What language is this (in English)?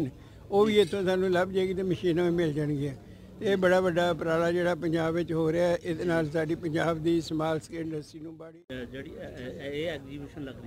Punjabi